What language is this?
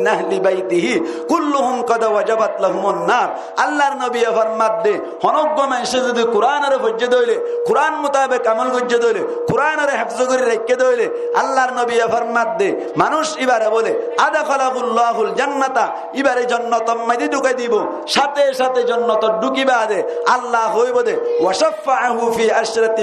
Rohingya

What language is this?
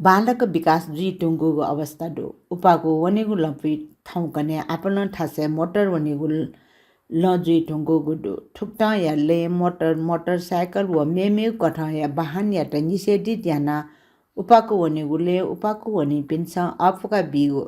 Newari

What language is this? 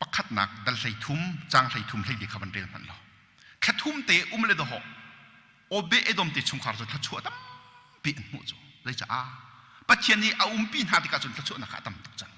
Hakha Chin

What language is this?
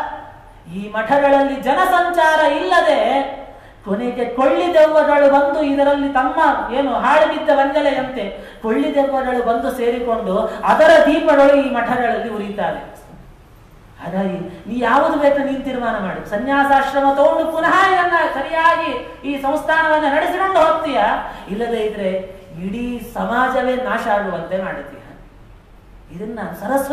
Kannada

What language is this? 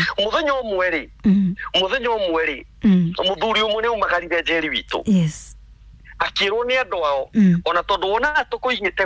Kikuyu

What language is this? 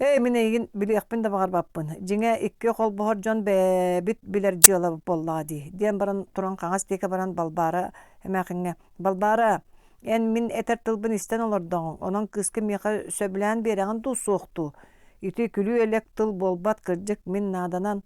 Yakut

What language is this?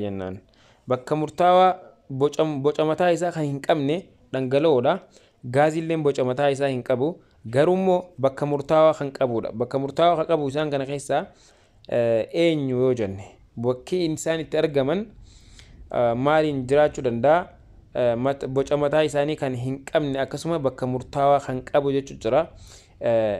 Oromo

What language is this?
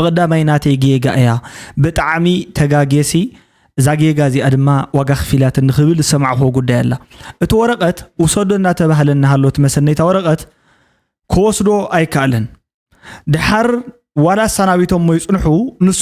Tigrinya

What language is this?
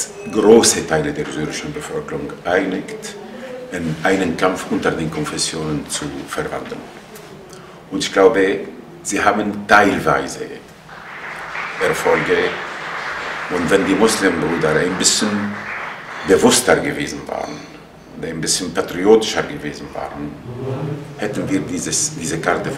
German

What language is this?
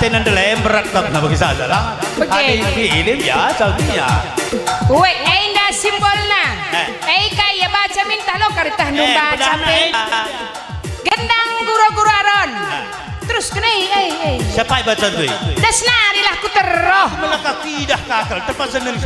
Batak Karo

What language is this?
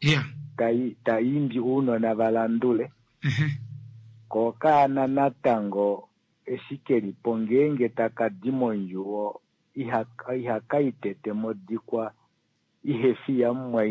Kuanyama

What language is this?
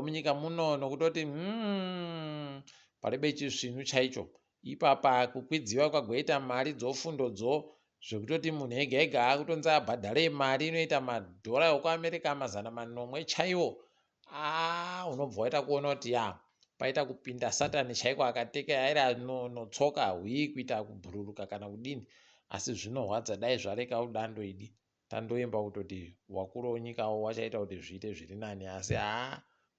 Ndau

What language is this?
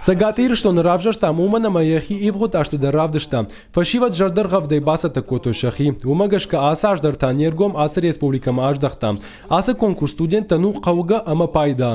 Ossetic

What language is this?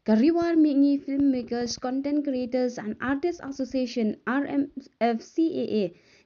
Khasi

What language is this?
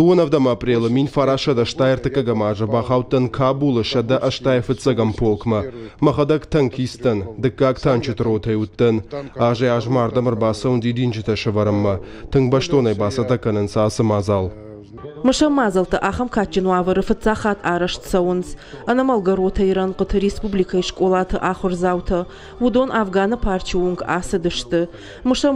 Ossetic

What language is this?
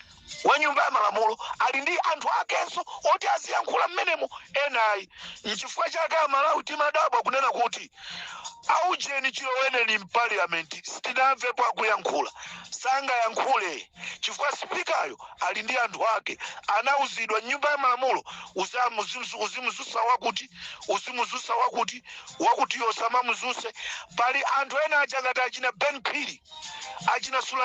Nyanja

